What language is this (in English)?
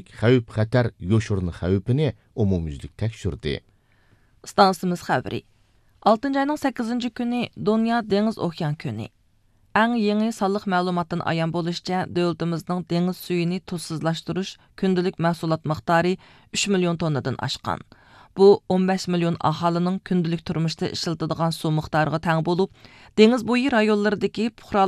Uyghur